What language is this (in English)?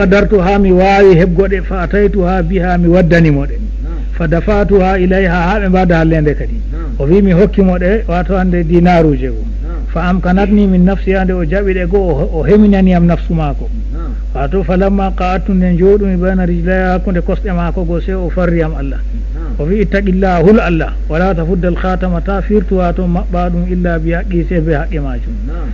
Fula